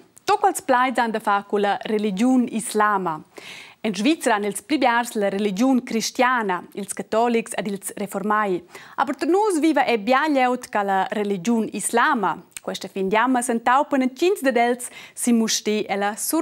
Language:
Romansh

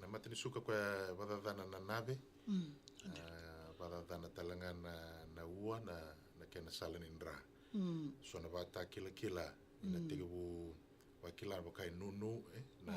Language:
Fijian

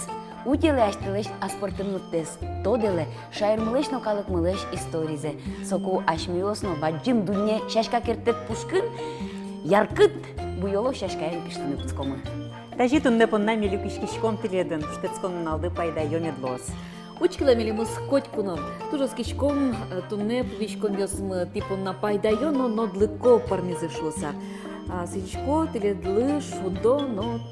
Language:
Udmurt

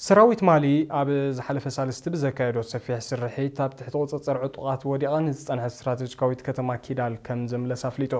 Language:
Tigrinya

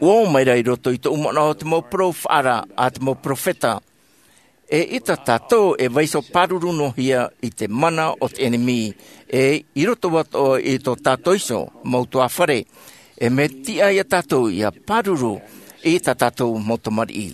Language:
Tahitian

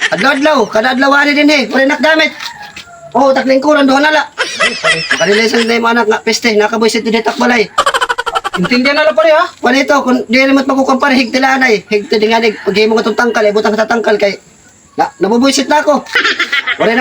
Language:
Waray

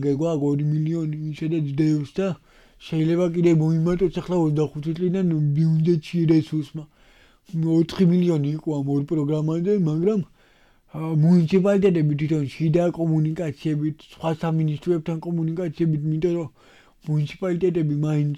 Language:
Georgian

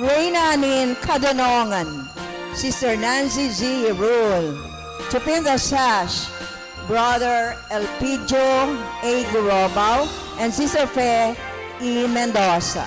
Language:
Bikol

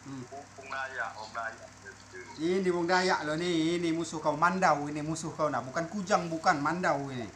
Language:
Musi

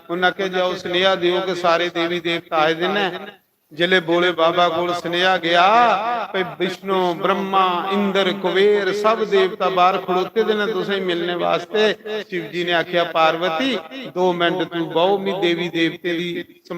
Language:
Dogri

